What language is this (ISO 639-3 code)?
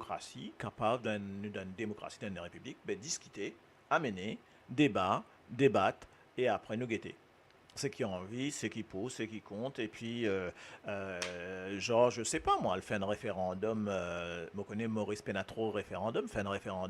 mfe